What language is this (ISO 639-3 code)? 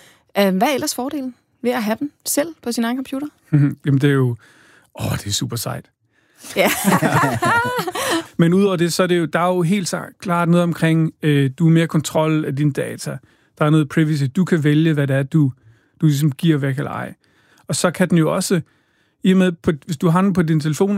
dan